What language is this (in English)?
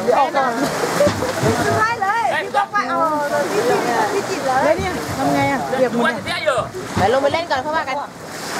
Thai